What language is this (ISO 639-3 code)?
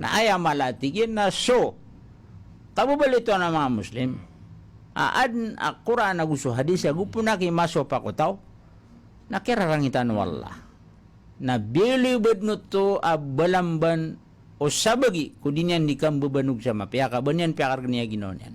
mrw